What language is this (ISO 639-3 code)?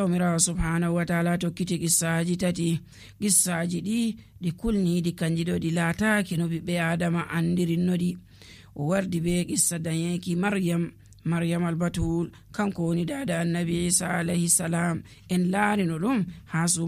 fuv